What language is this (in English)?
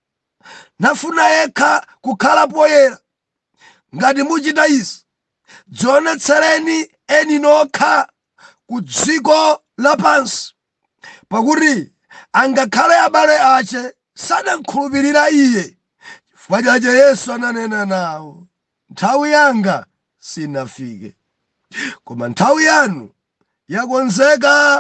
Nyanja